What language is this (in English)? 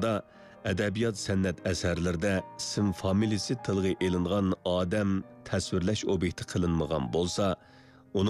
Uyghur